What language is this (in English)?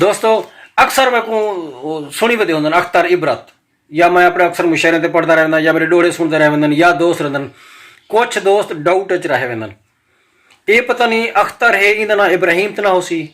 Saraiki